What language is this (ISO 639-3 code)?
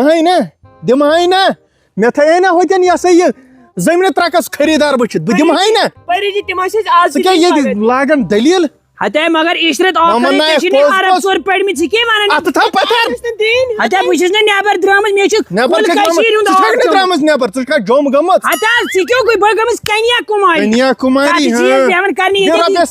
kas